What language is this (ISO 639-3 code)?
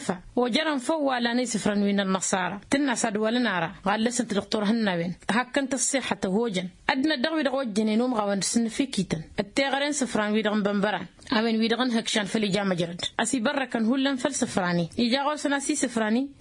taq